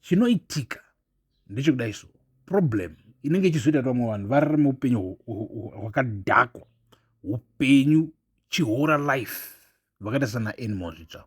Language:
Shona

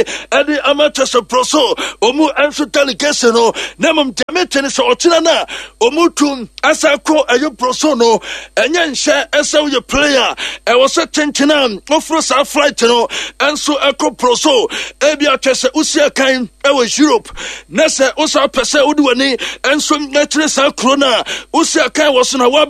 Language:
Akan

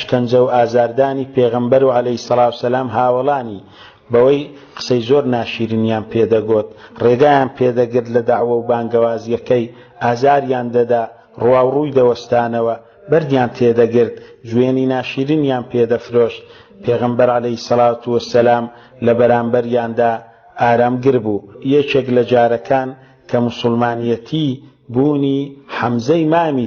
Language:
Central Kurdish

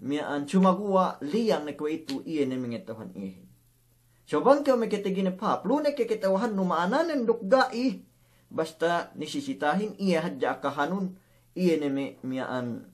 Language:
Yakan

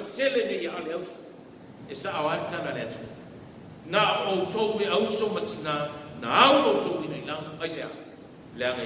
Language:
Samoan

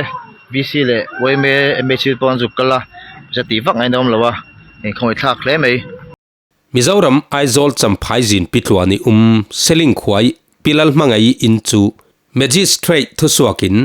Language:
Falam Chin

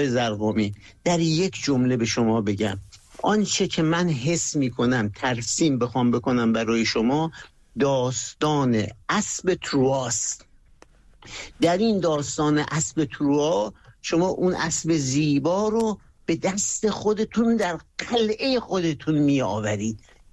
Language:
Persian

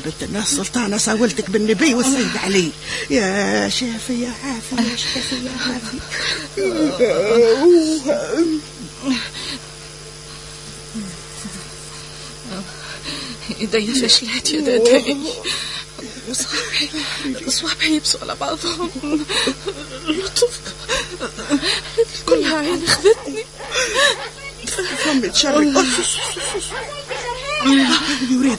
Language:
Tunisian Arabic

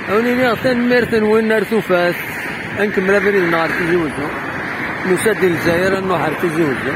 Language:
Kabyle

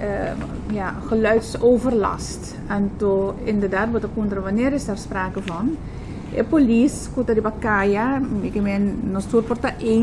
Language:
Papiamento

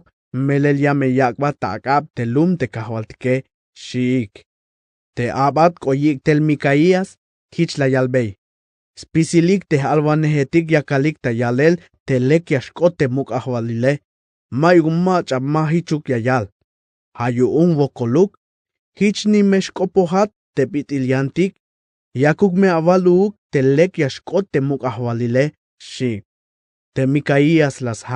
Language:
Tzeltal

